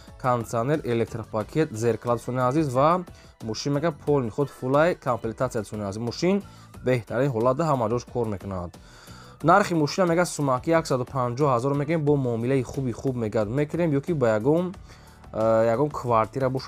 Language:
Tajik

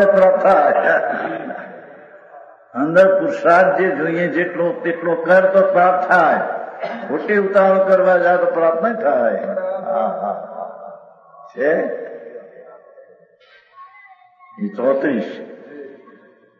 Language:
Gujarati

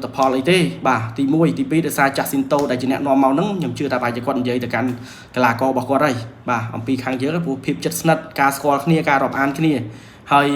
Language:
Khmer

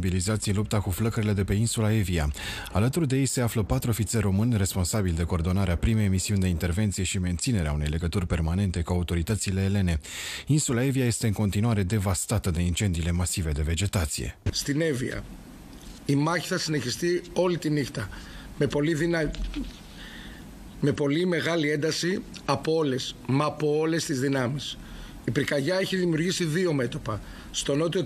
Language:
Romanian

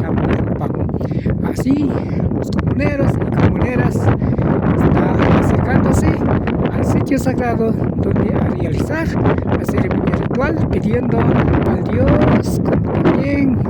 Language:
Imbabura Highland Quichua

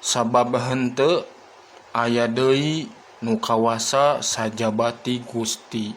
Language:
Sundanese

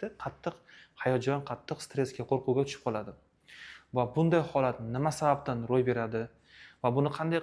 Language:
Uzbek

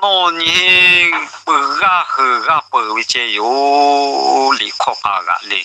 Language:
Lahu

